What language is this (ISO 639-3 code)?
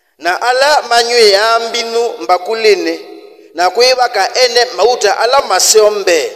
kam